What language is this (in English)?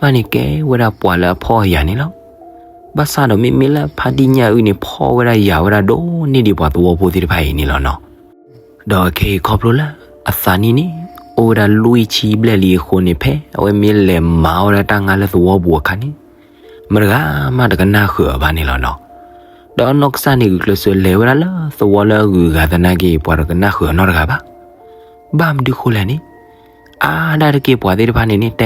S'gaw Karen